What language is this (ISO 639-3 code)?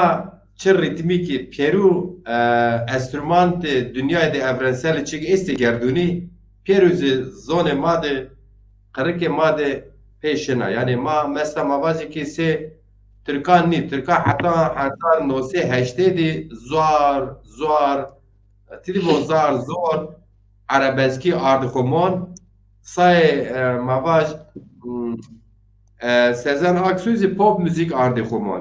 zza